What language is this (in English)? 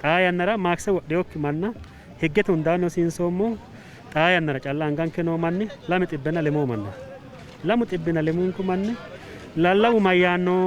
Sidamo